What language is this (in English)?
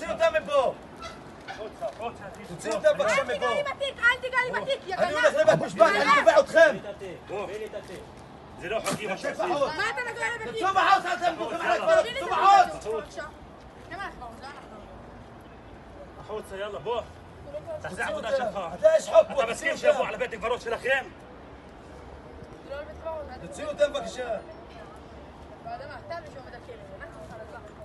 Hebrew